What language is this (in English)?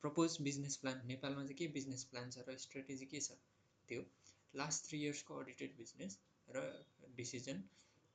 Nepali